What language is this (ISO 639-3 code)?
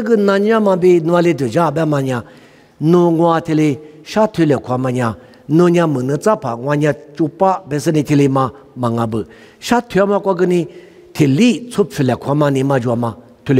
lis